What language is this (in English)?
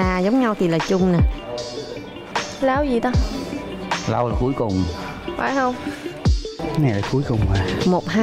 Vietnamese